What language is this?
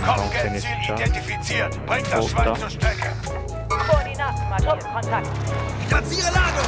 Swiss German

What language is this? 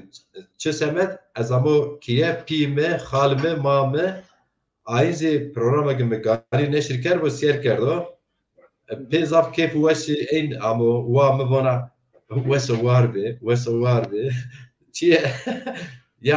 Zaza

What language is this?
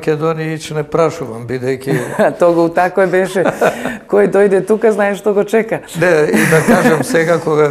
Macedonian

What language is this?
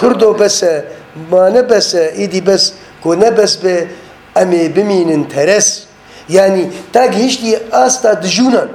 Kurdish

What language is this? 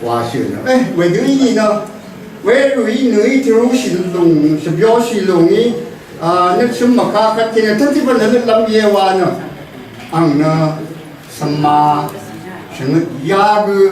Rawang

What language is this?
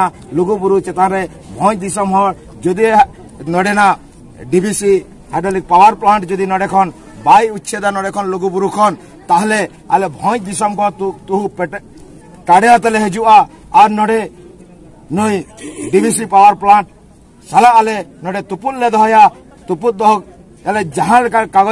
Santali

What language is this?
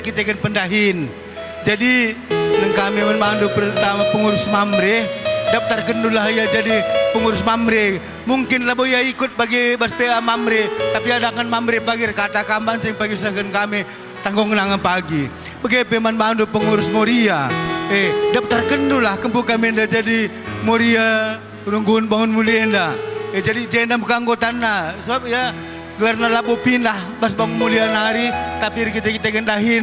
Batak Karo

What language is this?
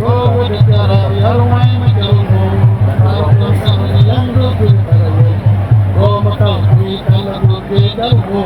Acoli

